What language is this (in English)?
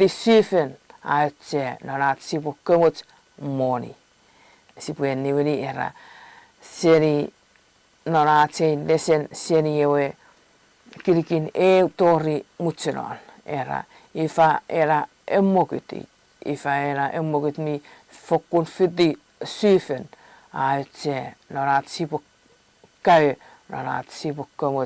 Chuukese